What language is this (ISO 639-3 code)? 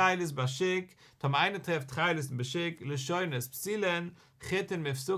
yid